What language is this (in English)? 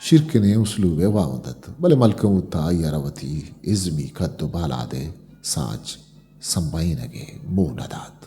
Eastern Balochi